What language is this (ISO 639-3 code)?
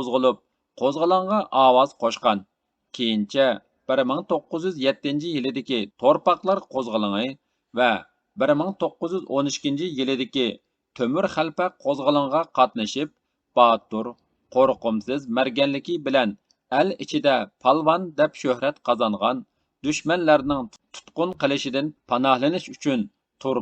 uig